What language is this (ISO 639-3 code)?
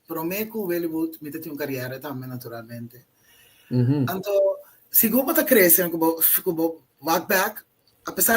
pap